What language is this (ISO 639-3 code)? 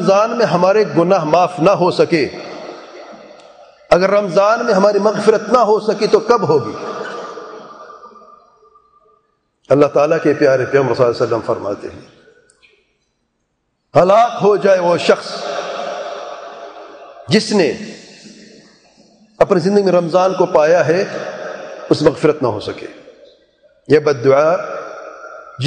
urd